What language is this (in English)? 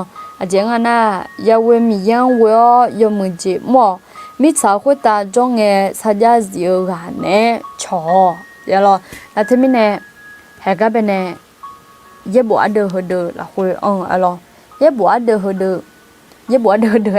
Akha